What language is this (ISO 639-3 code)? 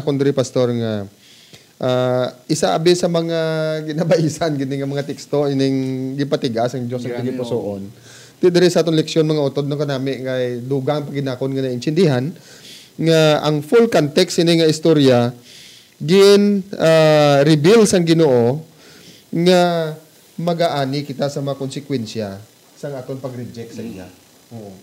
hil